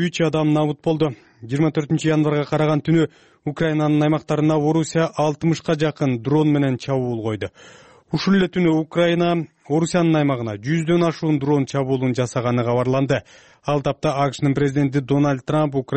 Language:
Kyrgyz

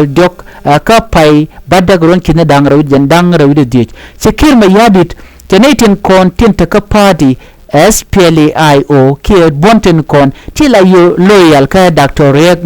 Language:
Nuer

